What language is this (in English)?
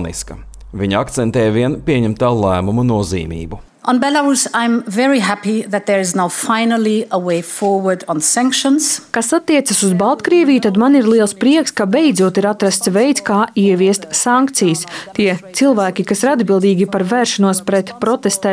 Latvian